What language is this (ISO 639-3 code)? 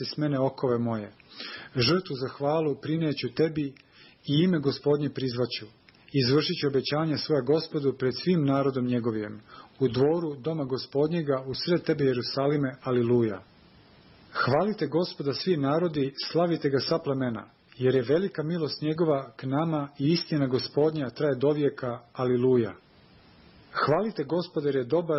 srp